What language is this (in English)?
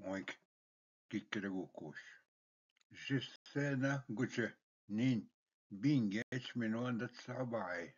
Ojibwa